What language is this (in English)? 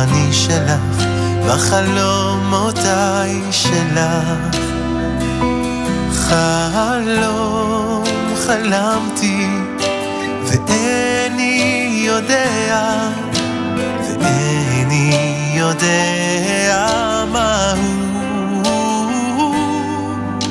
Hebrew